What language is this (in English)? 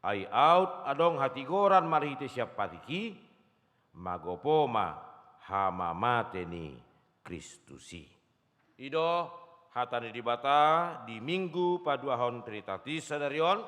Batak Toba